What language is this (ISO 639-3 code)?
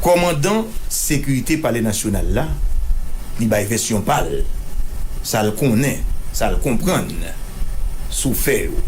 hat